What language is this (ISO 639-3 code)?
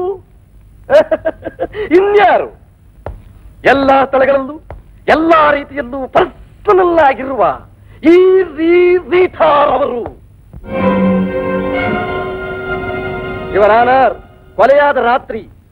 kan